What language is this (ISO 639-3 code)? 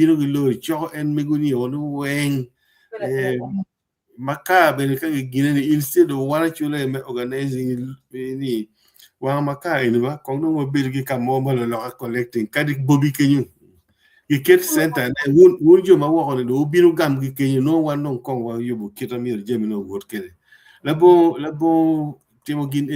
ach